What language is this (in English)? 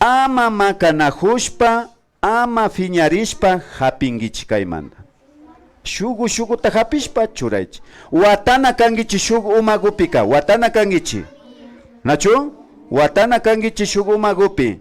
Imbabura Highland Quichua